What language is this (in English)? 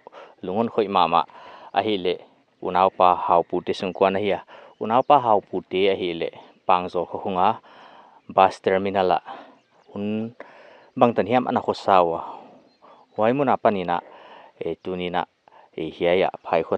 Paite Chin